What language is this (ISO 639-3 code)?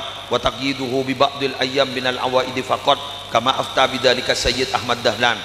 mad